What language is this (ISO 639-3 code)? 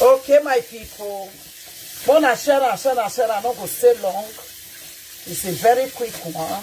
pcm